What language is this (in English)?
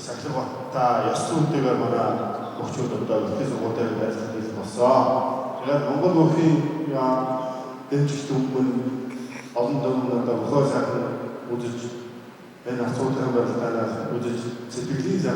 Mongolian